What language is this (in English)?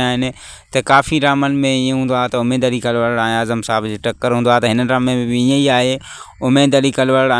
Sindhi